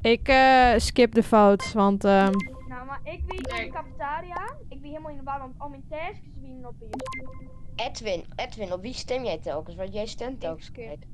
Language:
Western Frisian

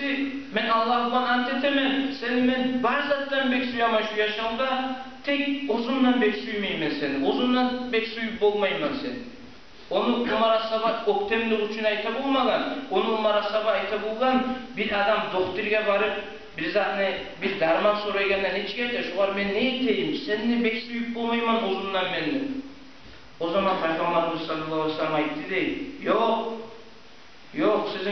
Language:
Kumyk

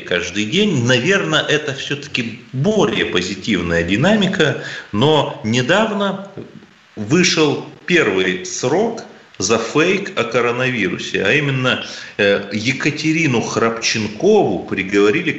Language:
Russian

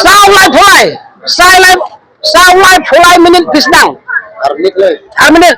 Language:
Khasi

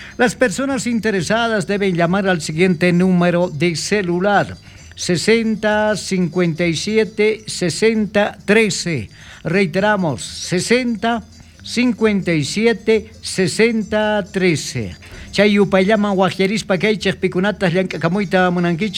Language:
South Bolivian Quechua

